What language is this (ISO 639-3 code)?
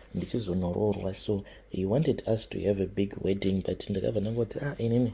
sna